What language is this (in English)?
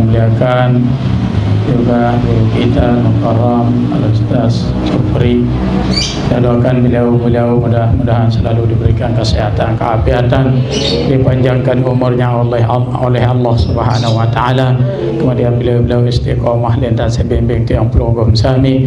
Sasak